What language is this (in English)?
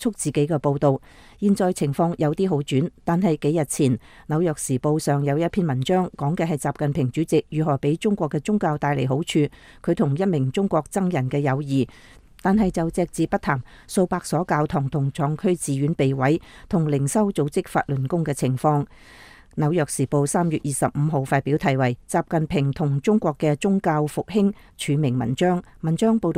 Cantonese